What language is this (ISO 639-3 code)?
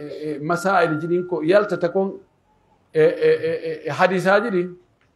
fuf